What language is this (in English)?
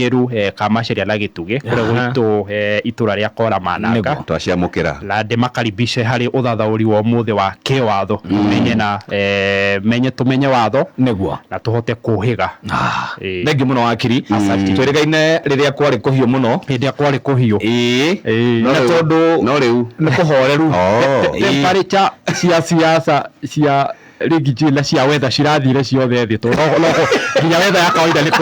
Kikuyu